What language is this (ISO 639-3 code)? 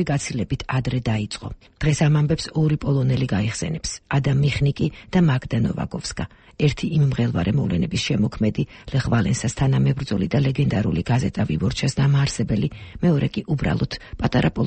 kat